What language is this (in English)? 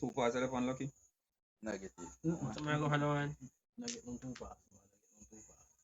Jamaican Creole English